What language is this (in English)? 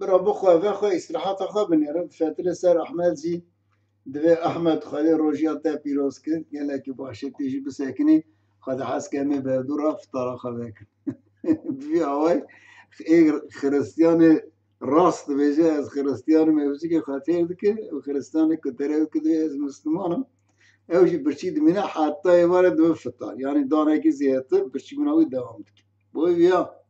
Kurdish